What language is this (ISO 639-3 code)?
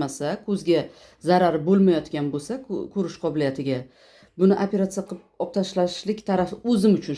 uzb